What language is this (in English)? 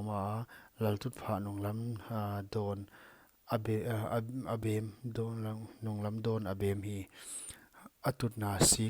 Paite Chin